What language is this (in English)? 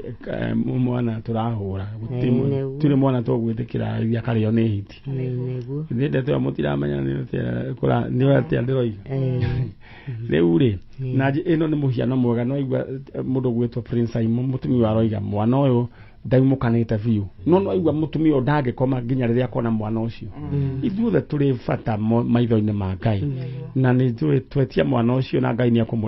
Kikuyu